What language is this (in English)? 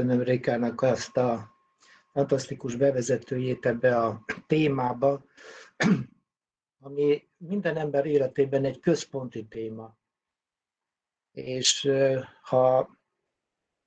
Hungarian